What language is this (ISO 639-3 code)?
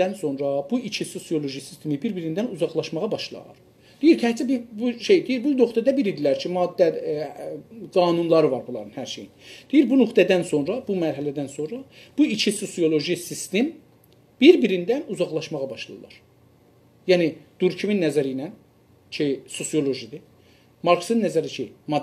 azb